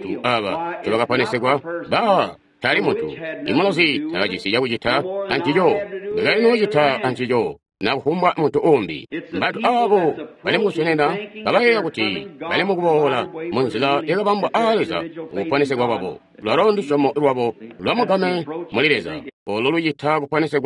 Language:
Tonga (Zambia)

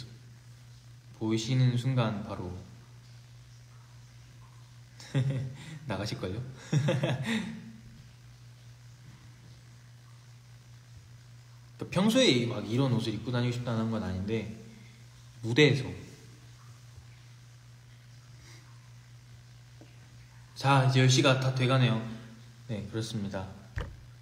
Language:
Korean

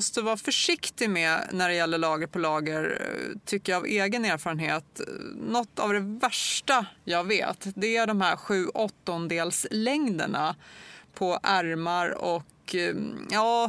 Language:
Swedish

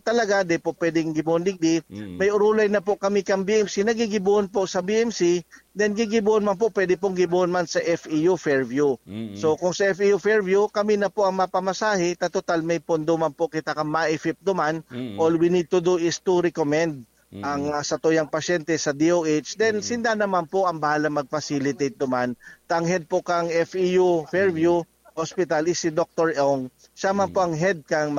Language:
Bikol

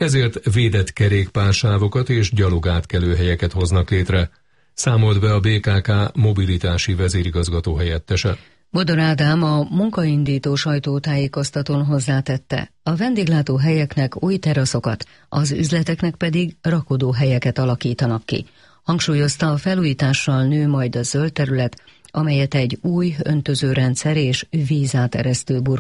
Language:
Hungarian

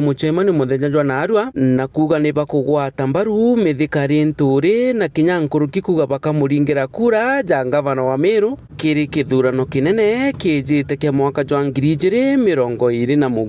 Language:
Meru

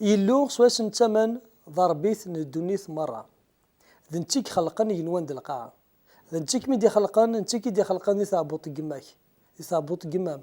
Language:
Kabyle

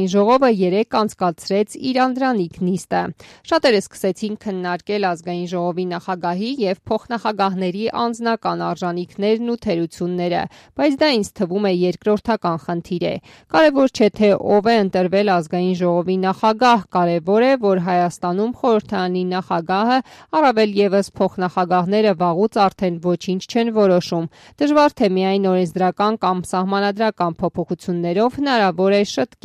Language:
Armenian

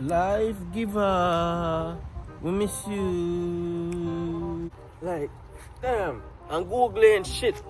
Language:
Jamaican Creole English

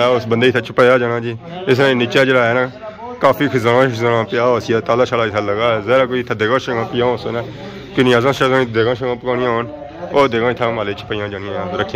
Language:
Pahari-Potwari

